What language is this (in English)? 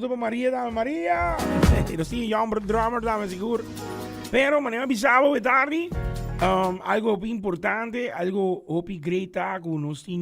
Papiamento